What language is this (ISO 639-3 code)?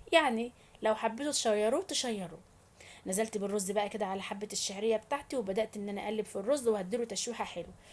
arz